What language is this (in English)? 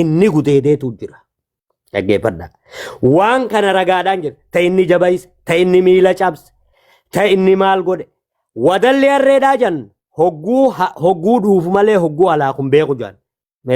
Oromo